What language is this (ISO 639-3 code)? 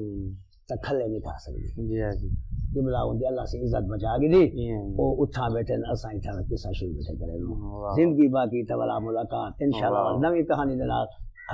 skr